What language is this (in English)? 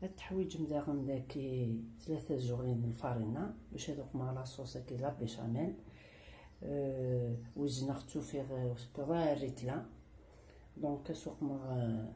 Kabyle